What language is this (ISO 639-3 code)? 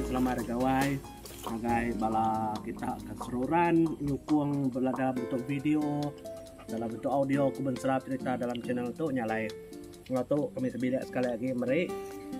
iba